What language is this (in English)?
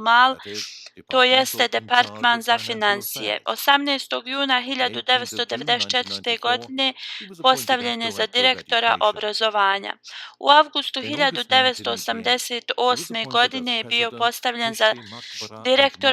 Bosnian